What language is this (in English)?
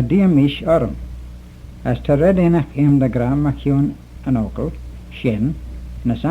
Manx